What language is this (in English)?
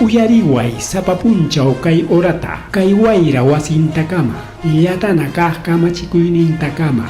Ayacucho Quechua